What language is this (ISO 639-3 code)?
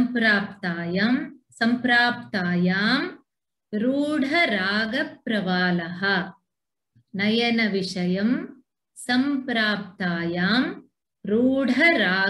san